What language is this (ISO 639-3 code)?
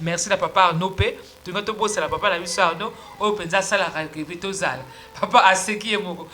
lin